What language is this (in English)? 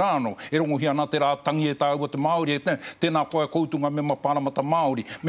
Māori